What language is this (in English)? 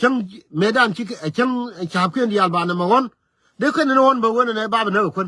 Nuer